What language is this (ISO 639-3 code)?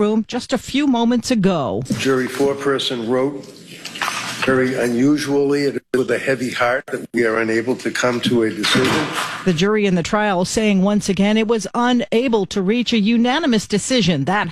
eng